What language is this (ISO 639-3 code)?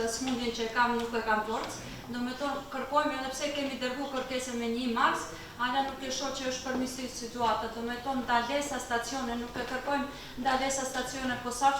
sqi